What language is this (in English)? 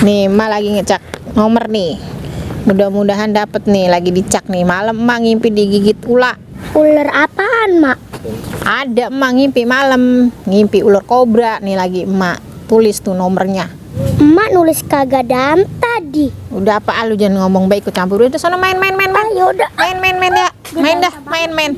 Betawi